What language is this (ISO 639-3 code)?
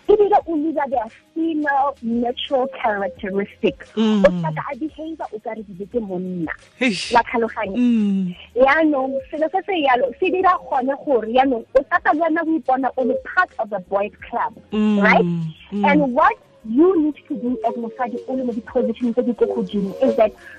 tsn